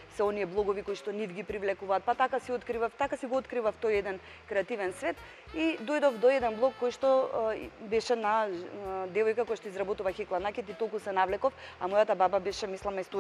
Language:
Macedonian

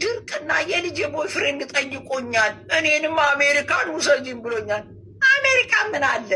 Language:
Amharic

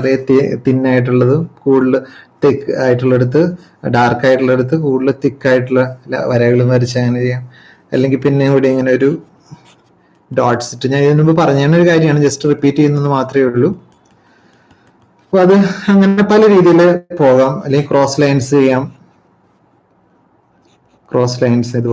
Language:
Malayalam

